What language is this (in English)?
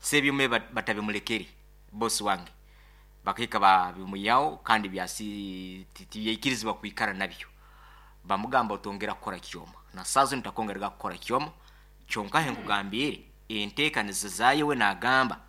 Nyoro